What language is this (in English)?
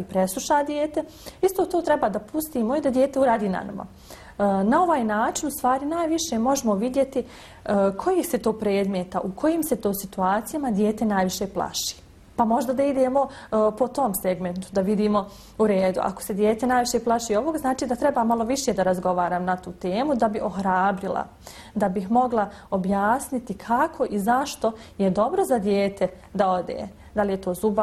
Bosnian